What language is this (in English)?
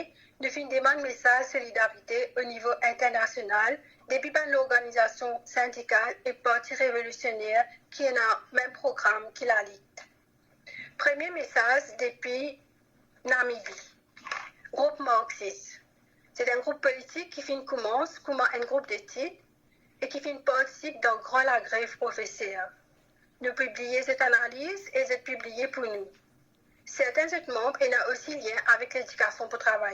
Morisyen